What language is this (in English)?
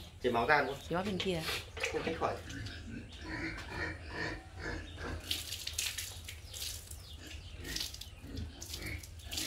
Vietnamese